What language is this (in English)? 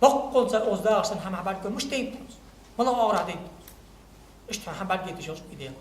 Ingush